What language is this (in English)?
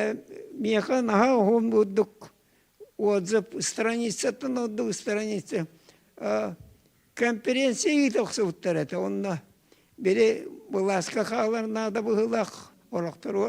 Yakut